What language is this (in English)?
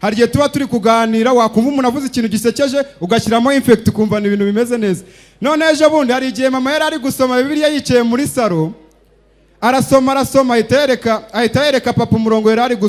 Kinyarwanda